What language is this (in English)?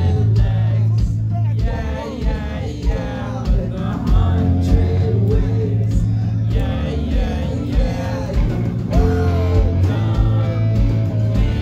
English